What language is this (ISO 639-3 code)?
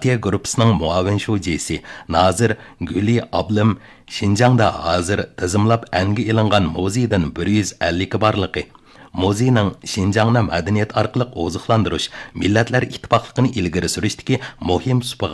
uig